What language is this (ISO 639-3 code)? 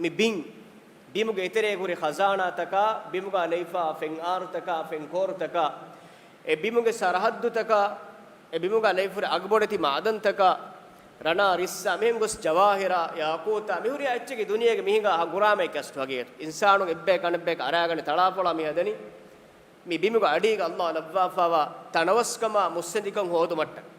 div